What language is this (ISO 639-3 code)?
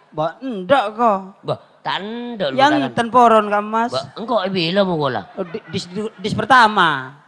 mad